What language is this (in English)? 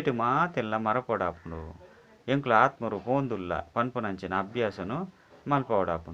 Tulu